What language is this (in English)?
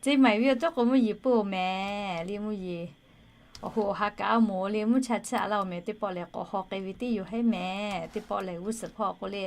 Lahu